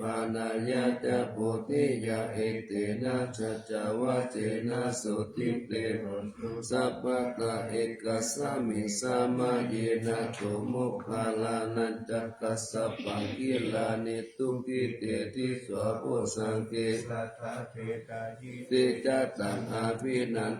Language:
Pali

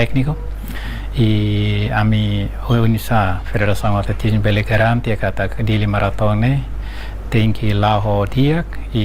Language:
Tetum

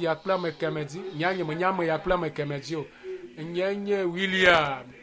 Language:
Ewe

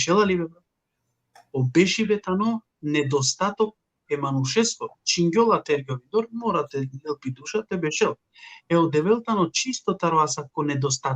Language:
Balkan Romani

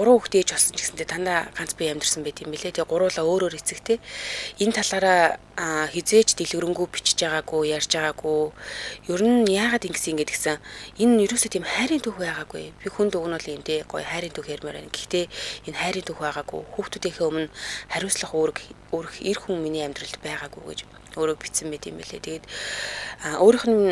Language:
Mongolian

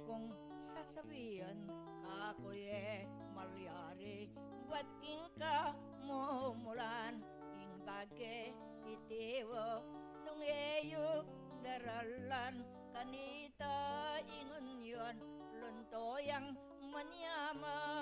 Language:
Pampanga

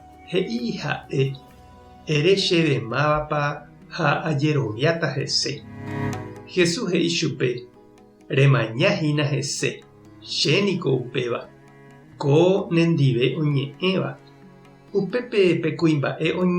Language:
Guarani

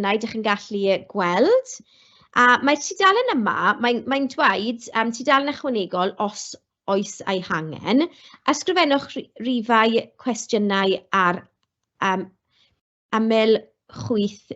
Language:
Welsh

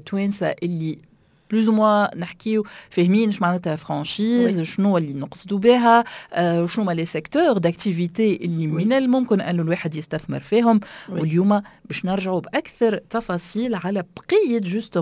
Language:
Tunisian Arabic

